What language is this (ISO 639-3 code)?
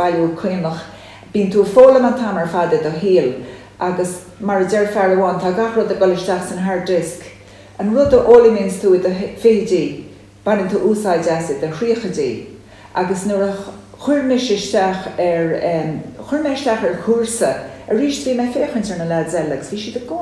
gle